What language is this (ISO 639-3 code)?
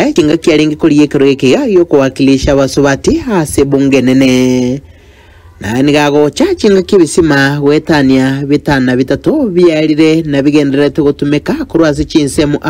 guz